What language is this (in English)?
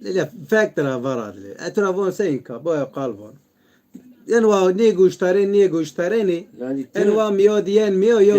Zaza